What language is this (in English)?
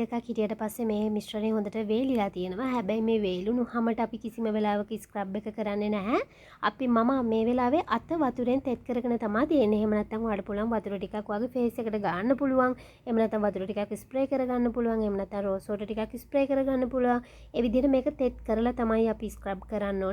Sinhala